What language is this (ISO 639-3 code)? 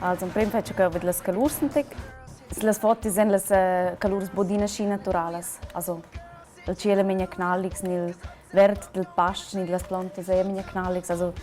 roh